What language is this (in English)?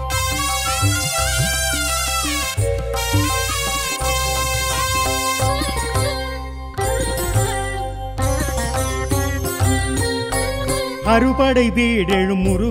Tamil